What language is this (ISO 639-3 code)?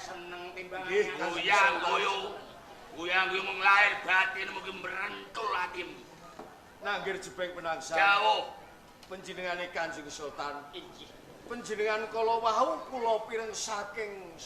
jav